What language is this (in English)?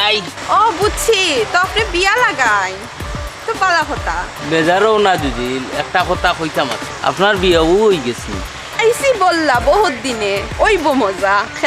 Sylheti